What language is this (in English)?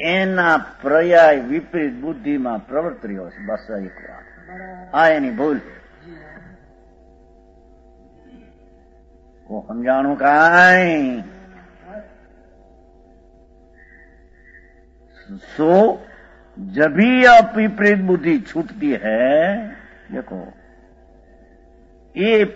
Gujarati